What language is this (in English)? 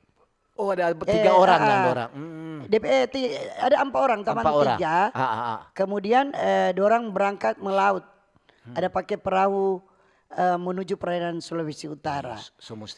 Manado Malay